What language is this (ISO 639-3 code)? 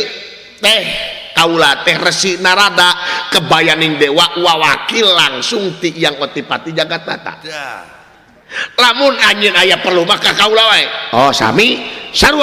sun